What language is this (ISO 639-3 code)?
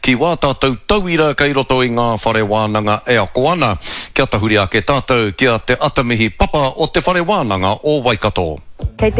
mri